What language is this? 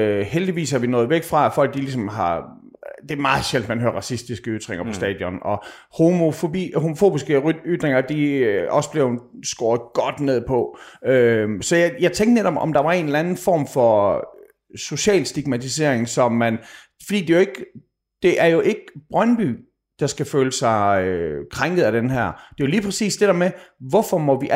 Danish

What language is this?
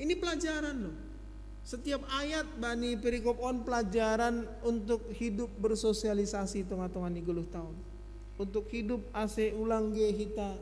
Batak Simalungun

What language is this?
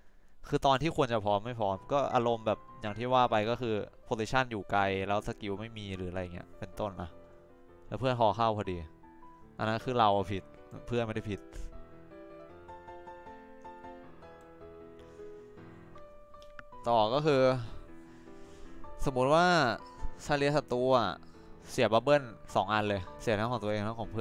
Thai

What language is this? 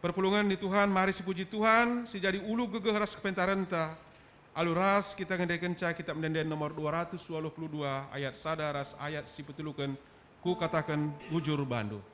Batak Karo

